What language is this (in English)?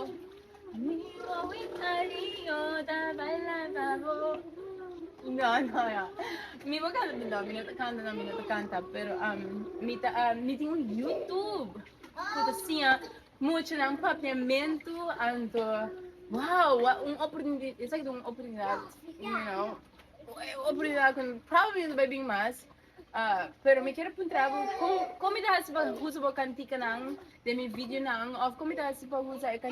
Papiamento